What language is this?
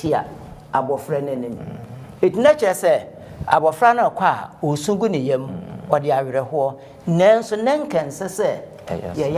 Akan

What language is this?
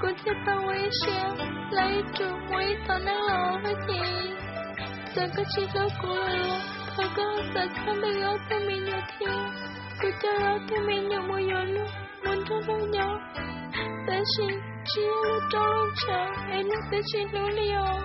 Hmong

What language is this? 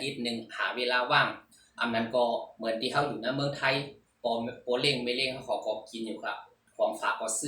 Shan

